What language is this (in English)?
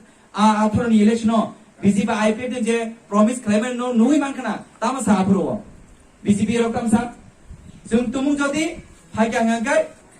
Kok Borok